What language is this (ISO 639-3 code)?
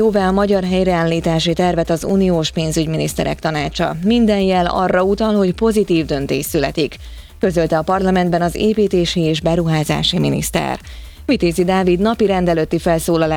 hun